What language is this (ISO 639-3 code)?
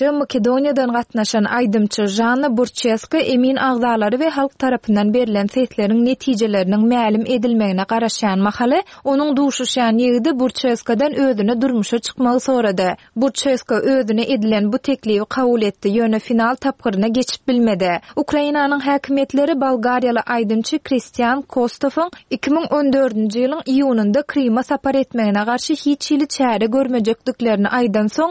tuk